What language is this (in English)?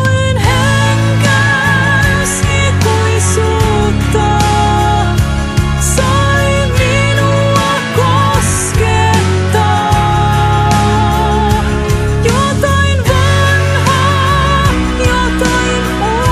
Finnish